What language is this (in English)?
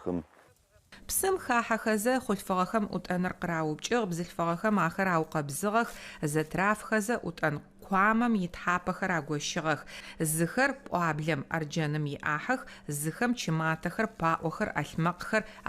Adyghe